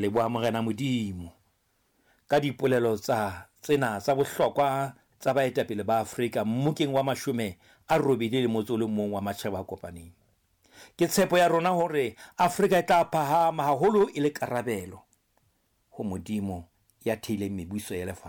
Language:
Southern Sotho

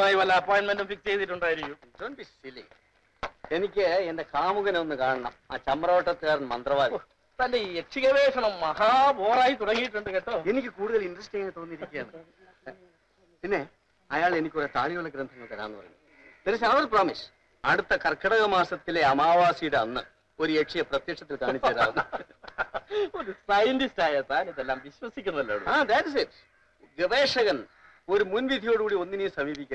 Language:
Malayalam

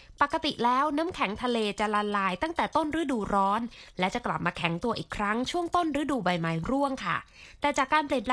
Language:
Thai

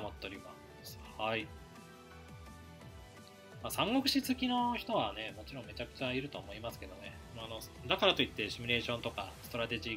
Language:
Japanese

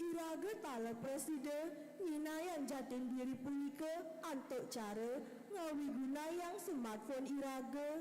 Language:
Balinese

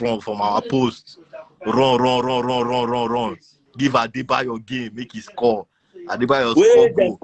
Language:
Nigerian Pidgin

